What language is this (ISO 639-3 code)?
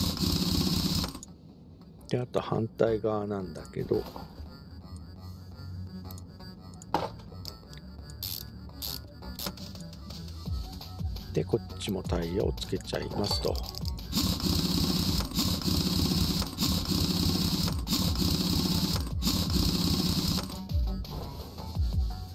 jpn